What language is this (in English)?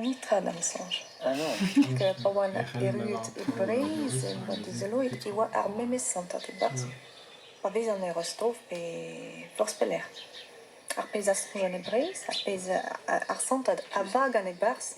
Breton